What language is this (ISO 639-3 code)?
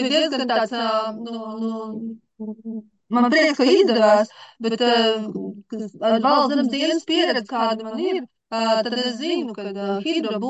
lav